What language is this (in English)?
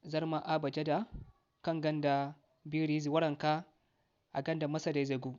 Zarma